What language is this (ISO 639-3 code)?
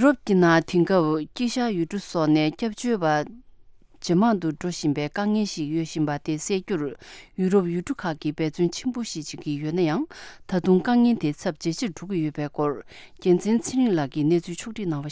bod